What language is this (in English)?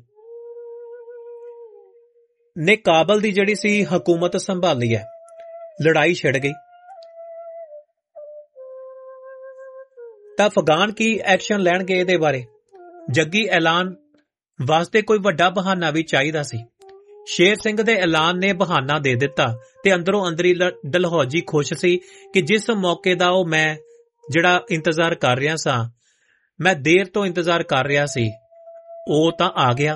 Punjabi